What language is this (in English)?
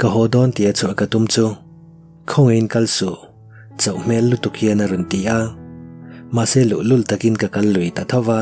Mizo